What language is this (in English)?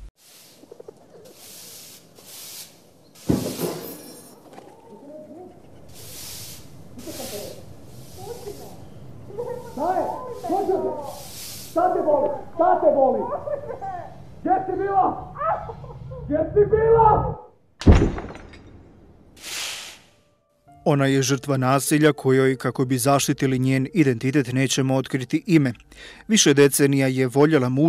Bosnian